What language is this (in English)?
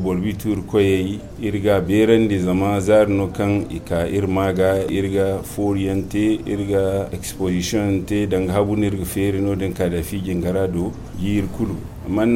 Zarma